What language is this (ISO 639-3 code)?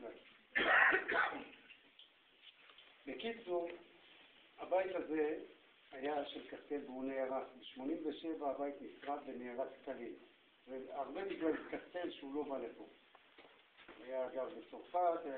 heb